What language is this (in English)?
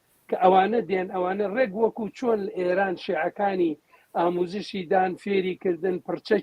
Central Kurdish